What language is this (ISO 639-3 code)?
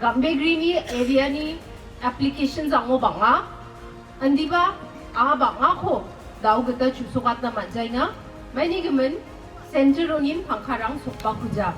grt